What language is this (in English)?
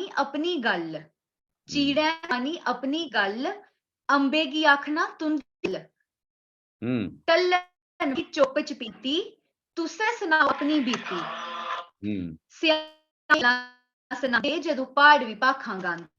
Dogri